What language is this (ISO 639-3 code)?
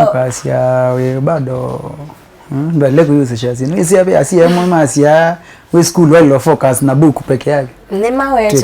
kam